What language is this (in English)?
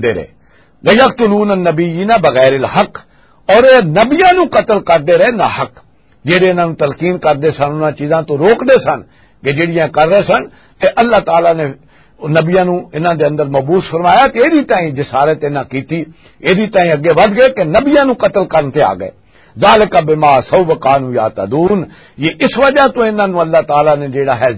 Western Panjabi